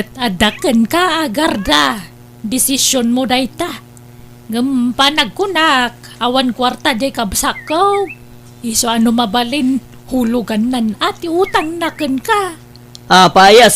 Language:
Iloko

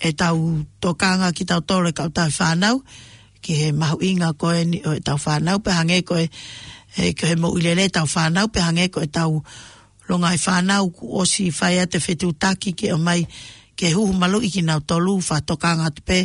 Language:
Tongan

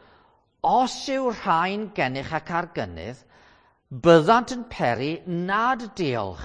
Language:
Welsh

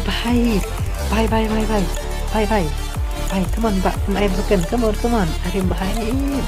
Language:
Khasi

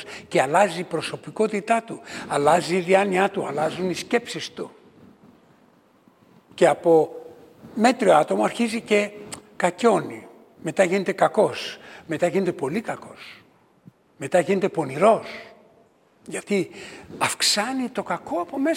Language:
Greek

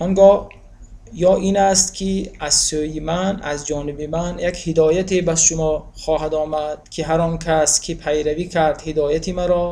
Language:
Tajik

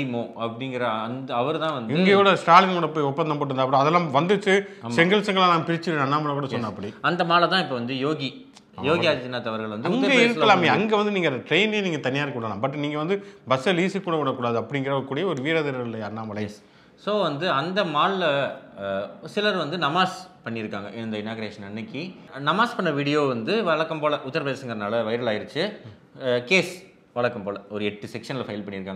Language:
Tamil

